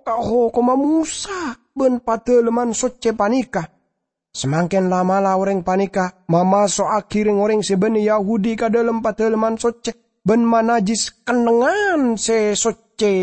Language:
Madurese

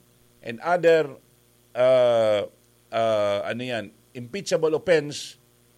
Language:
Bikol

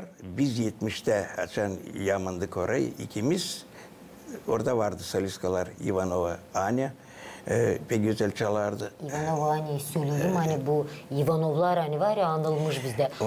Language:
Gagauz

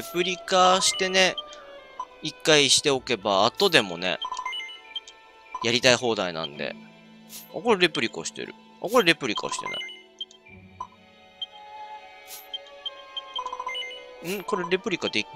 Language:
Japanese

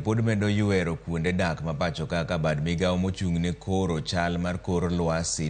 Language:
Luo (Kenya and Tanzania)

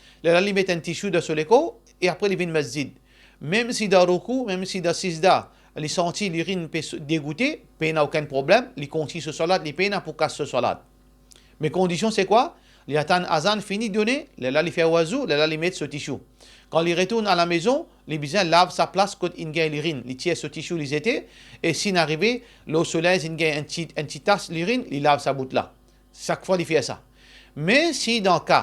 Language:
Morisyen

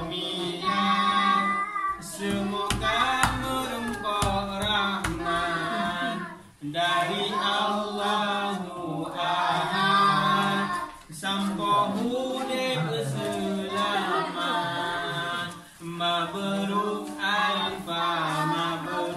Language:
Achinese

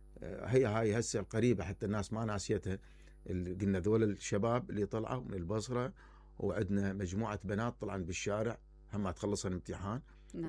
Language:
Mesopotamian Arabic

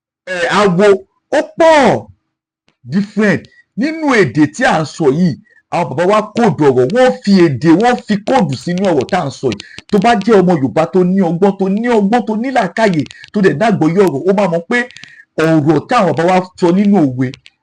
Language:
Yoruba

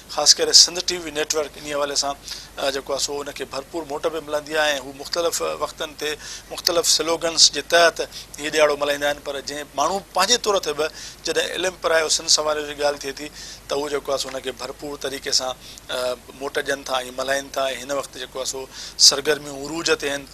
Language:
Sindhi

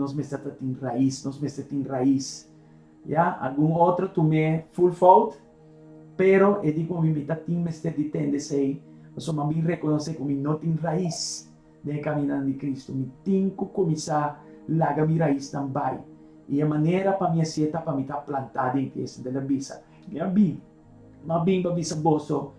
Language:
Papiamento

